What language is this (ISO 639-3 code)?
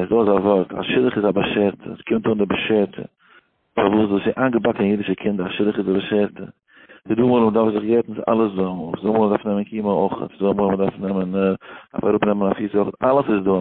yid